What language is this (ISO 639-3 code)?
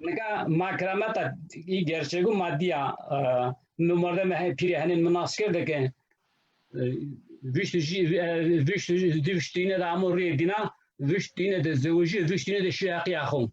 zza